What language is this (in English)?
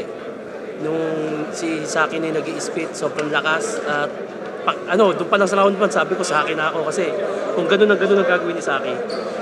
Filipino